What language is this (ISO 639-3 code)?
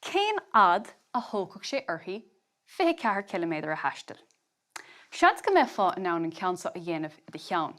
gle